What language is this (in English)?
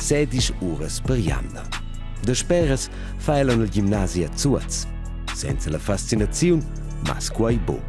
Romansh